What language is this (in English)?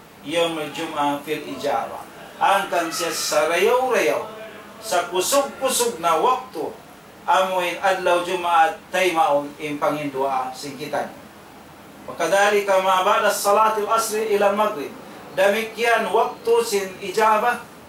Tausug